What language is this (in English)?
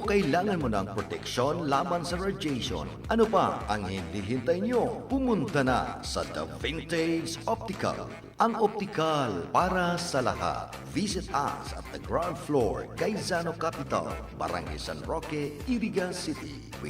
Bikol